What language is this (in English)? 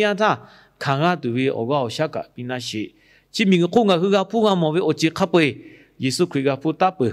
Lahu